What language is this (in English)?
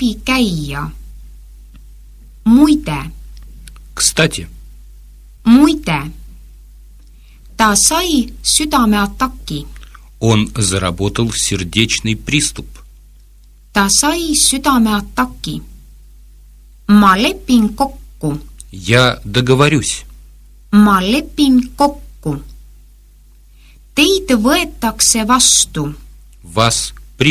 Estonian